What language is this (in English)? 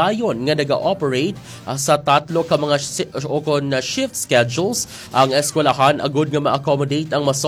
Hiligaynon